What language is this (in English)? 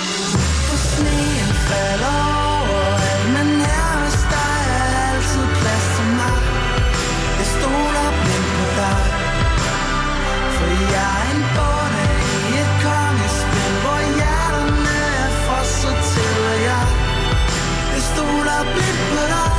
Danish